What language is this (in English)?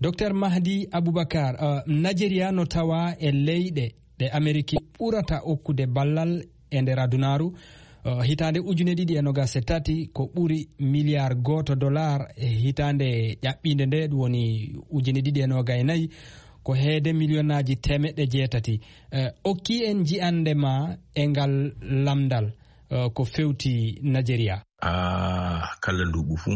Fula